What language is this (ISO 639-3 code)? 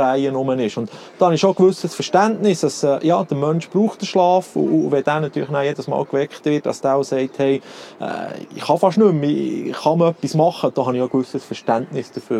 deu